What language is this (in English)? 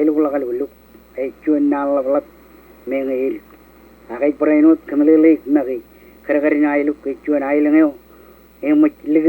Marshallese